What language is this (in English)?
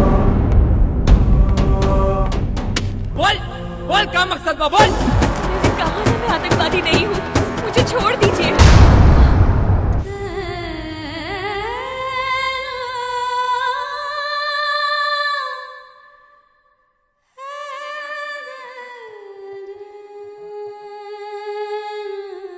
Bhojpuri